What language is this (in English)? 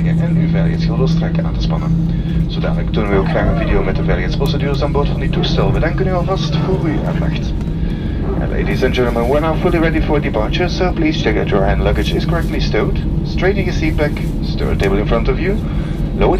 Dutch